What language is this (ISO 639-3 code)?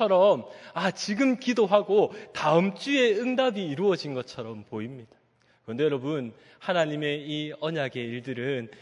kor